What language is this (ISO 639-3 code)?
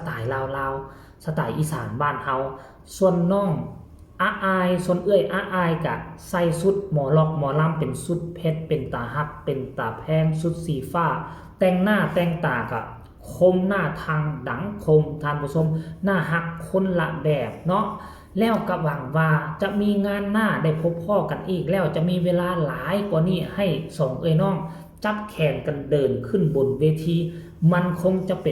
tts